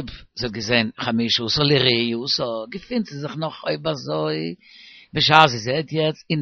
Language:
Yiddish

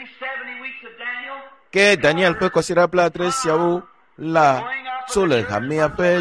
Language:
Ewe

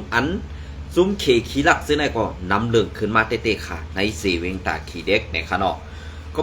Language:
Shan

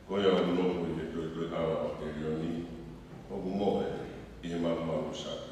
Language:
Tongan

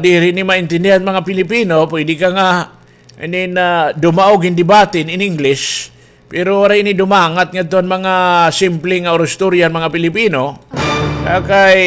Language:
Waray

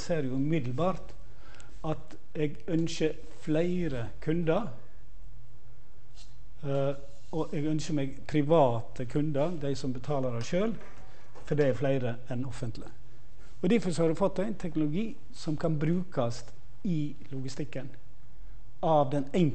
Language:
Norwegian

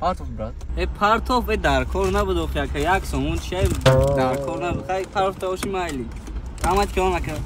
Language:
Tajik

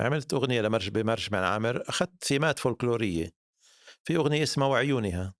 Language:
North Levantine Arabic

